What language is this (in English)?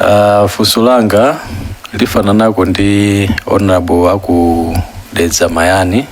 Nyanja